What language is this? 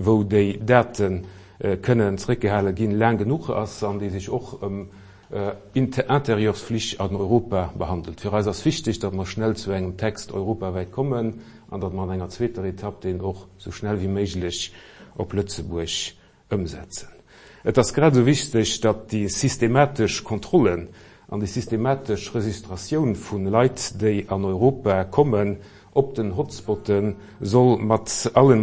Luxembourgish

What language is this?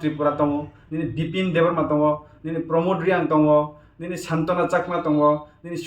Kok Borok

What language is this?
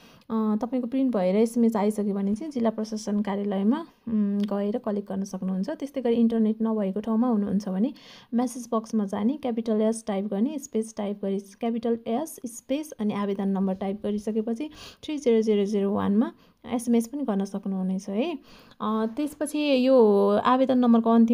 Nepali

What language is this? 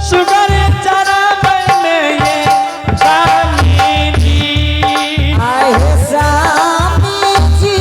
Angika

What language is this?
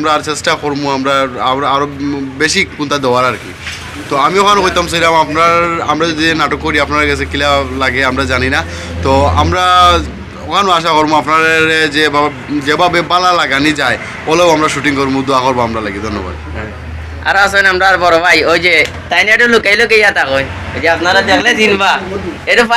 Sylheti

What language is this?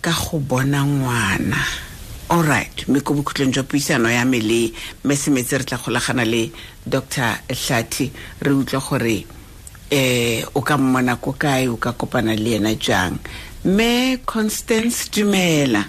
Tswana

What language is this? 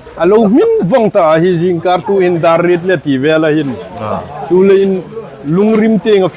Hmar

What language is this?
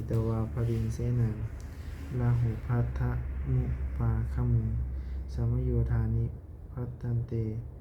Pali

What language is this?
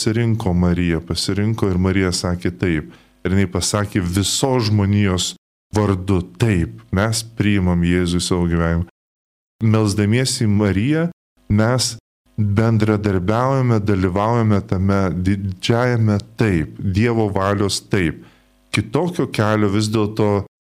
Lithuanian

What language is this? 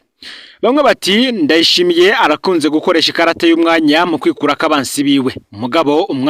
Rundi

